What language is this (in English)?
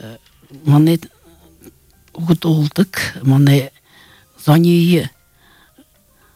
Buriat